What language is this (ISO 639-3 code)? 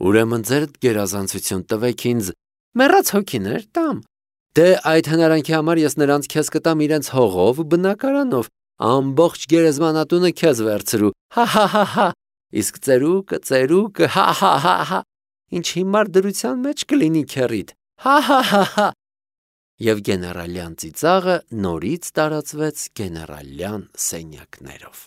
hye